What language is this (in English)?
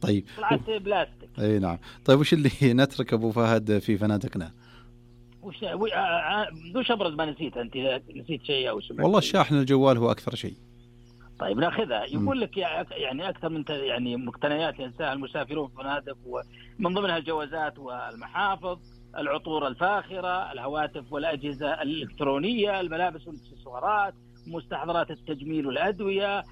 Najdi Arabic